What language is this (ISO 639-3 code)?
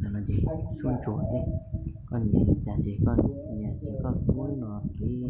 hmn